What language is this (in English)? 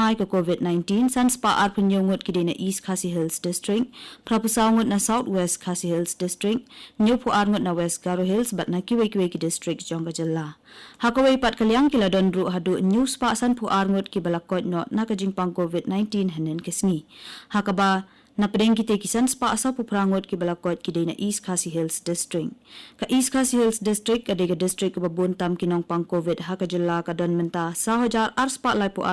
Khasi